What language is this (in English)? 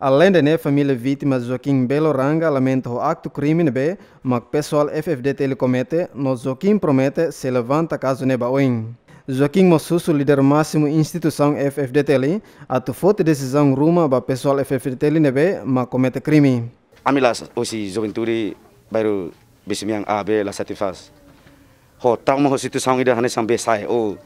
Tetum